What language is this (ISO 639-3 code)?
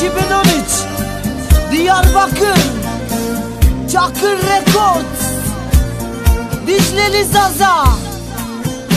tur